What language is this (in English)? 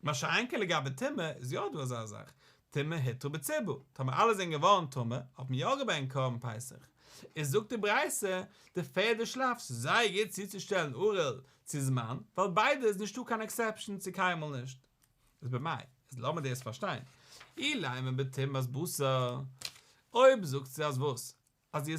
Yiddish